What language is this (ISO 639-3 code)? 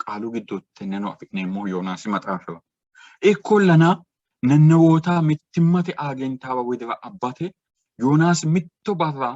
sid